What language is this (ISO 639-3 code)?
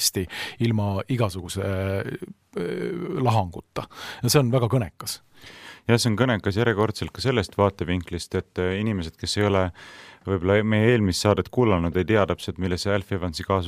est